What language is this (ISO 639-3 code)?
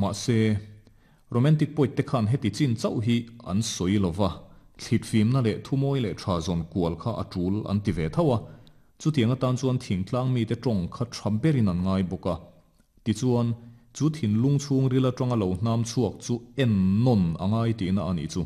lus